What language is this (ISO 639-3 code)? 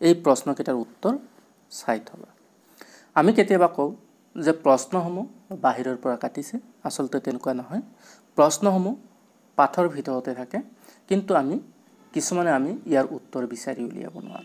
asm